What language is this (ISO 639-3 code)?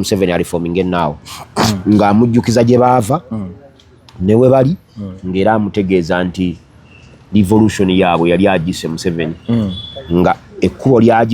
lug